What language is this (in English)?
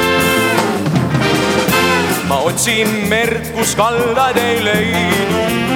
Estonian